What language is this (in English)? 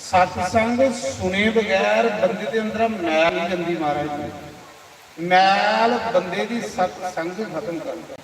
Dogri